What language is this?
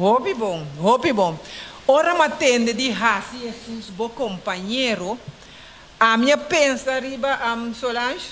Papiamento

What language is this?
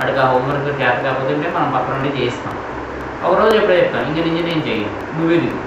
Telugu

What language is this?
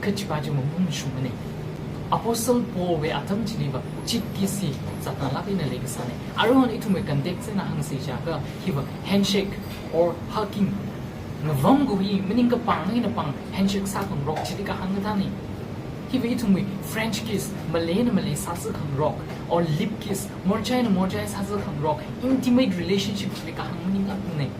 Tangkhul Naga (India)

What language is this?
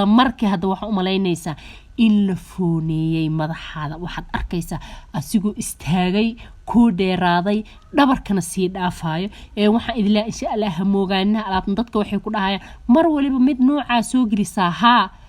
Somali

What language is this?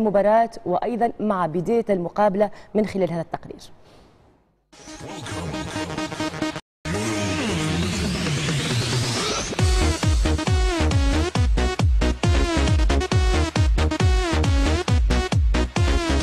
Arabic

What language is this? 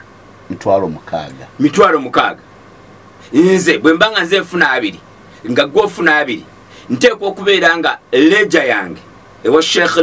Ganda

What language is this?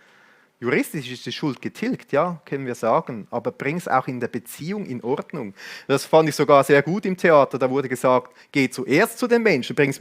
Swiss German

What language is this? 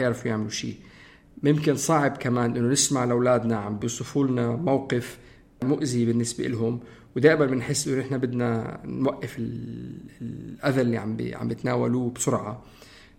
North Levantine Arabic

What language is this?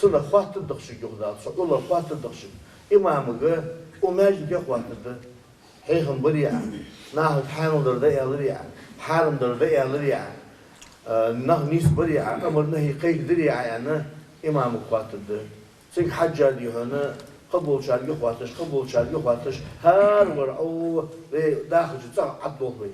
Ingush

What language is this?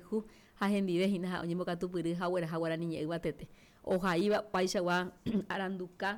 Guarani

